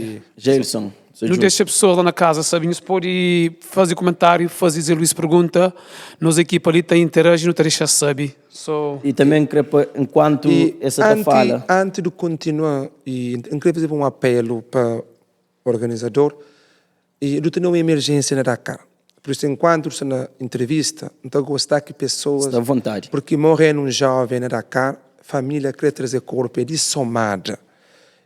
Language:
Kabuverdianu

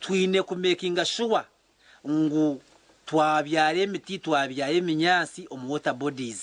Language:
Nyankole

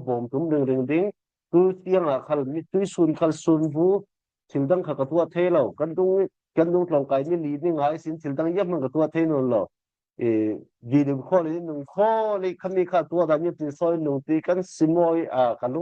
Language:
Falam Chin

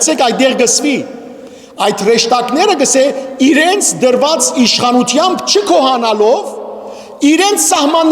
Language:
Western Armenian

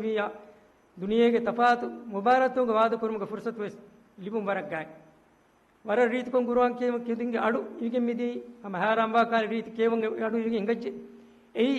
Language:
Divehi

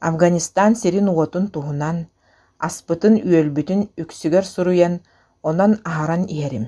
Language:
Yakut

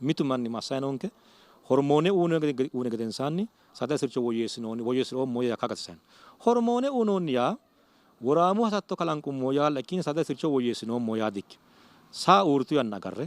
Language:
Sidamo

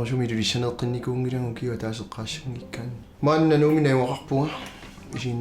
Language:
Kalaallisut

